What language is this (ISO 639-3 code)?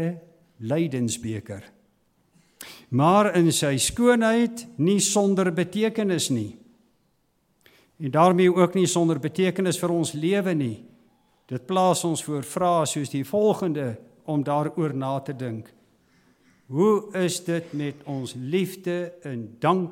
afr